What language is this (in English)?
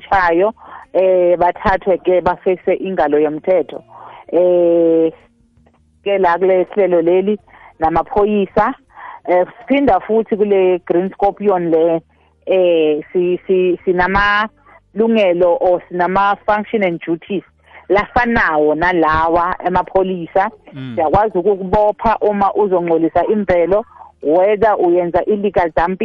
South Ndebele